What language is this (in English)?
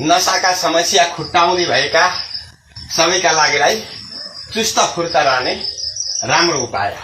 Nepali